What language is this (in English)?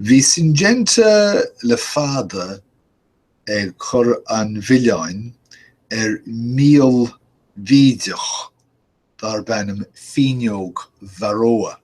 Irish